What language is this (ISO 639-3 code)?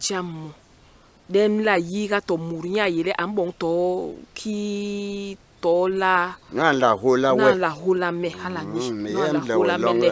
bas